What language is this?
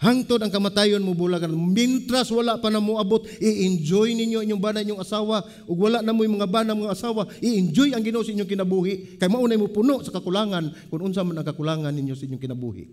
Cebuano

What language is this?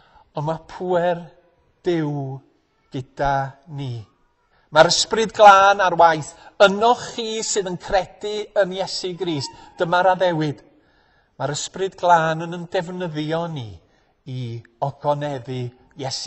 Welsh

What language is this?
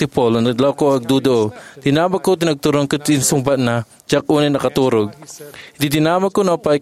Iloko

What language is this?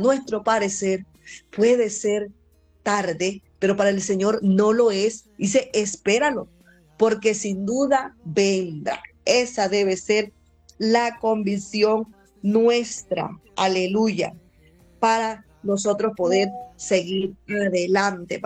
Spanish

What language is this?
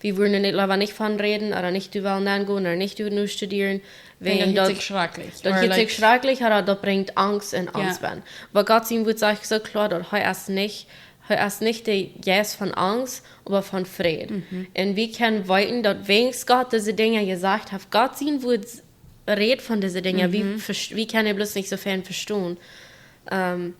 Plautdietsch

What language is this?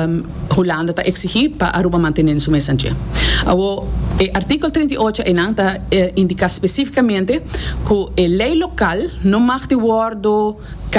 Papiamento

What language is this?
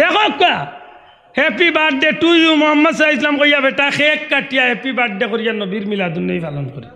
Sylheti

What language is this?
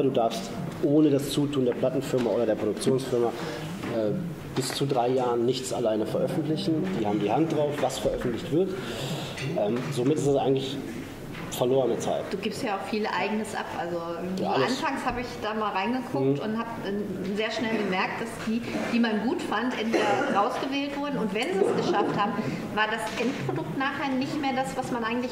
German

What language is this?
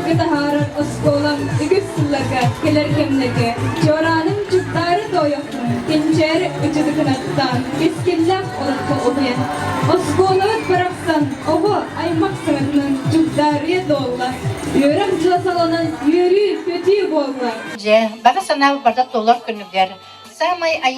Yakut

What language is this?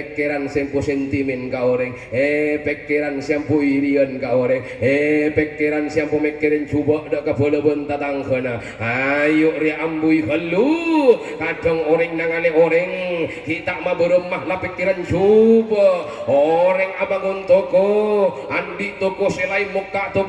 Madurese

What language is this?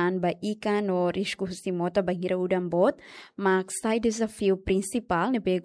Tetum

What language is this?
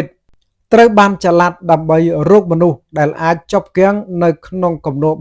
Khmer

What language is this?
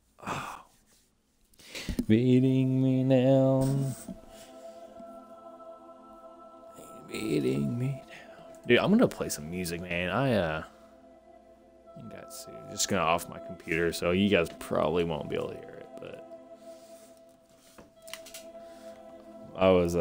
English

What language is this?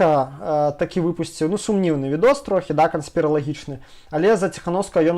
Belarusian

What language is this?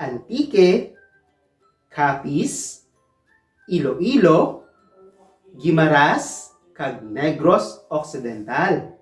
Hiligaynon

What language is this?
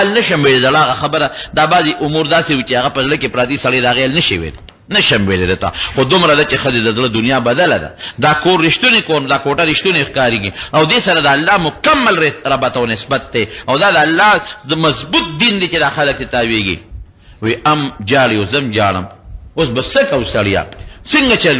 Pashto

